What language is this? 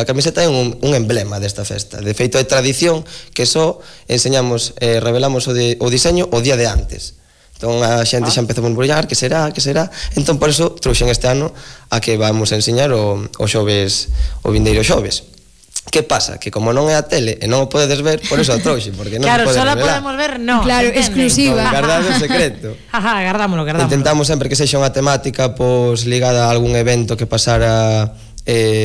Galician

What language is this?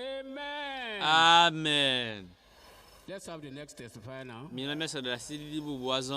Ewe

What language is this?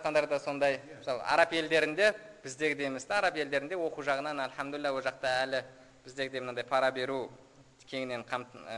Kazakh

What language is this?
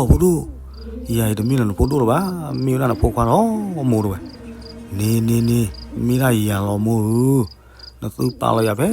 S'gaw Karen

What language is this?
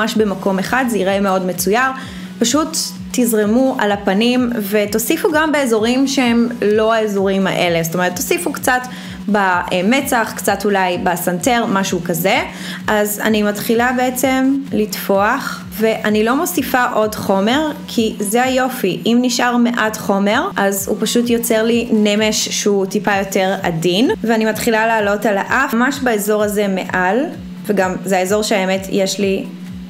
Hebrew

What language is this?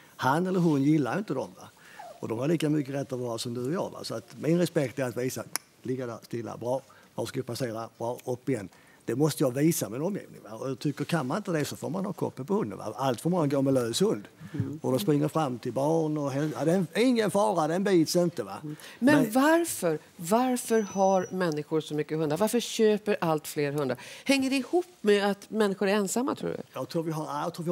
Swedish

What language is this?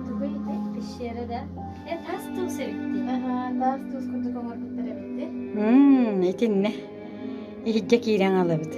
Yakut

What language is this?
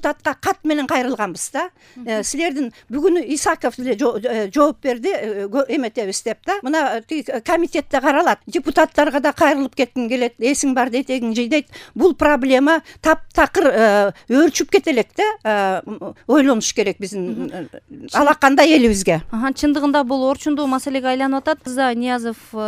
Kyrgyz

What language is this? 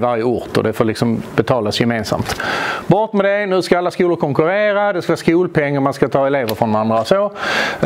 Swedish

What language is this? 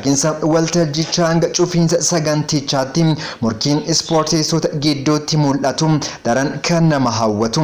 Oromo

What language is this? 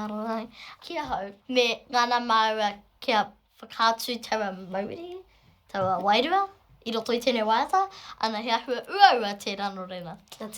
Māori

